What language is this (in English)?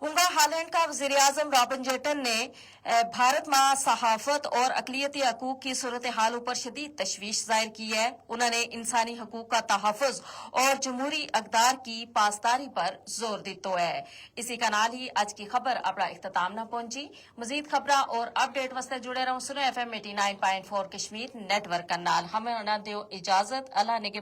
Gujari